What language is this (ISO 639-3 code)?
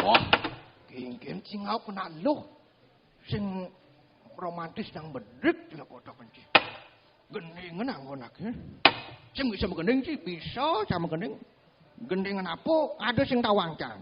ban